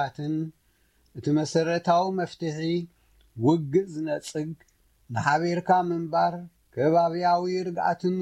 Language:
Tigrinya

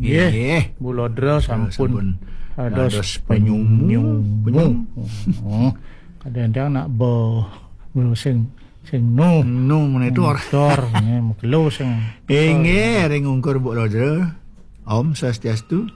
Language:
Balinese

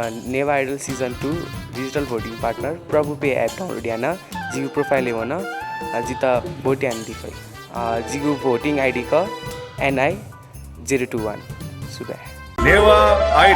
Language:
Newari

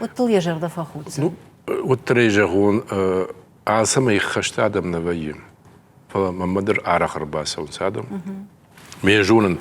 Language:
Ossetic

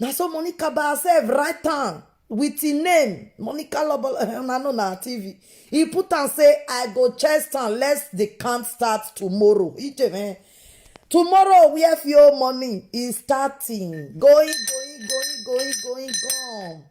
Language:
Nigerian Pidgin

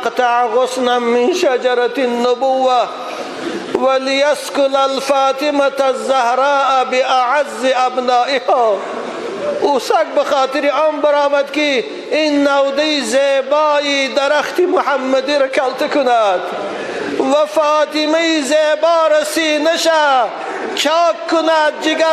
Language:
Tajik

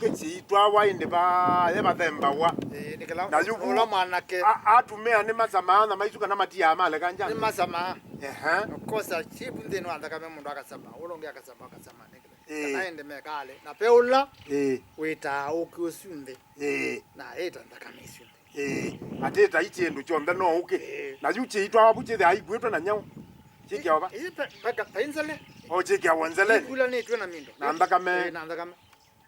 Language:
Kamba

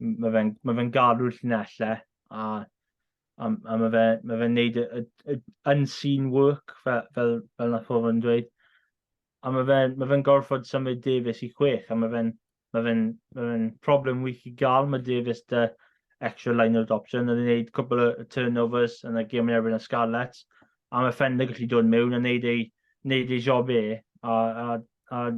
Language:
Welsh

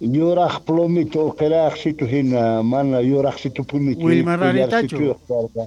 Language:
South Bolivian Quechua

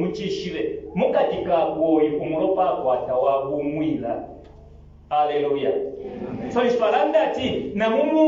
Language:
Bemba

